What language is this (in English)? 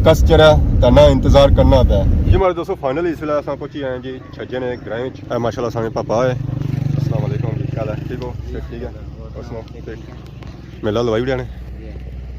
Pahari-Potwari